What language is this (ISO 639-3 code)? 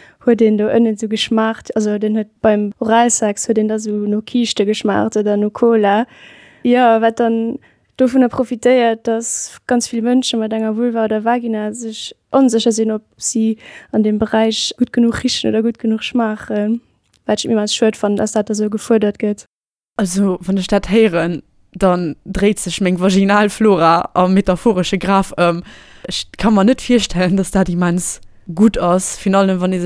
ltz